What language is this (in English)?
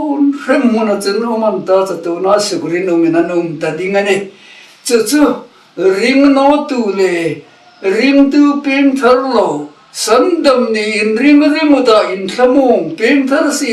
Hmar